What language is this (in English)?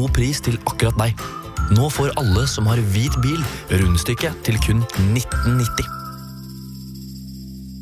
Norwegian